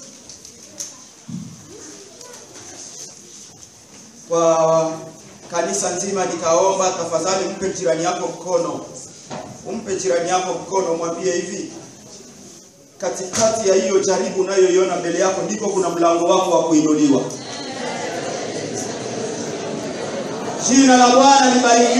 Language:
Swahili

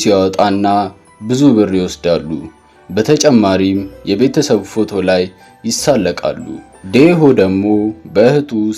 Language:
Amharic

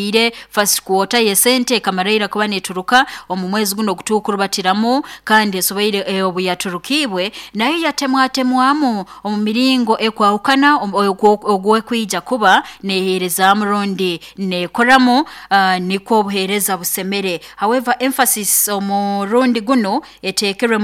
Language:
Nyoro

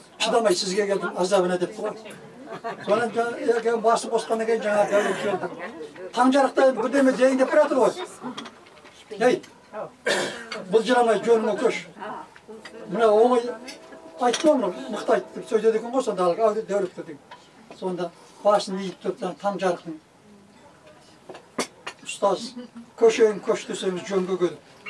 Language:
Kazakh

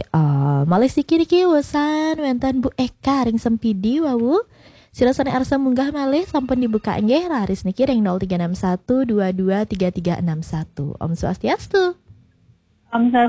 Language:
Balinese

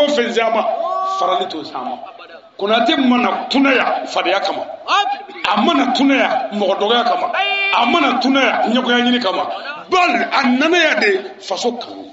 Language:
Bambara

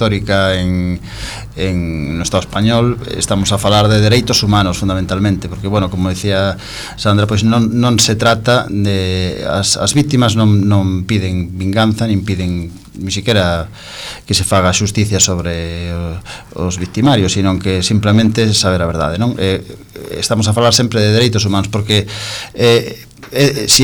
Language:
Galician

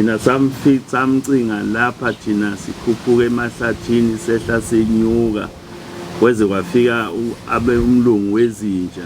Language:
Zulu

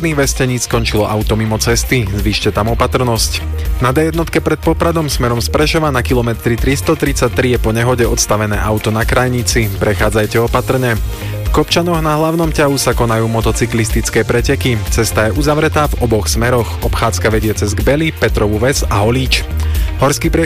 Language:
Slovak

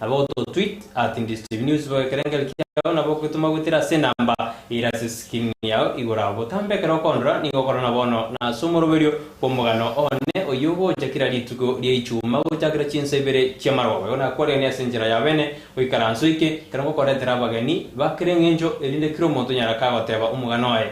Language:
Gusii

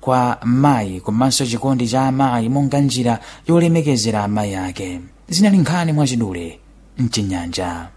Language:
Sena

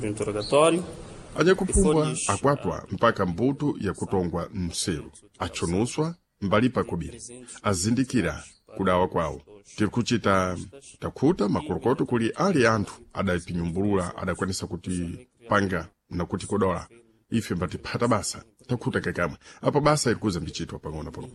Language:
Sena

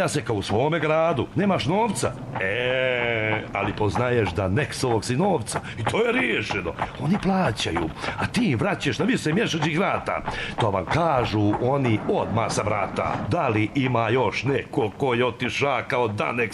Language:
Serbian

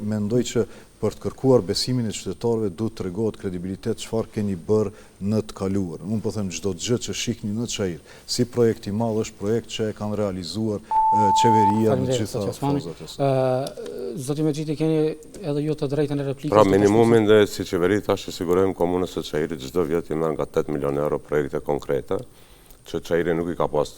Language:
Albanian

